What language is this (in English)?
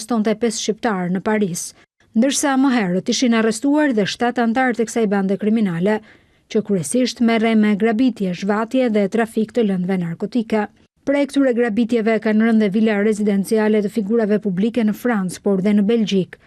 Albanian